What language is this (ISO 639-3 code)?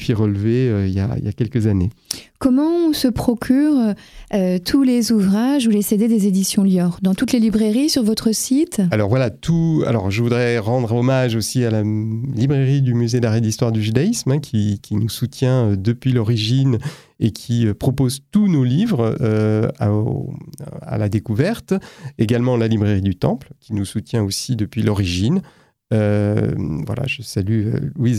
fra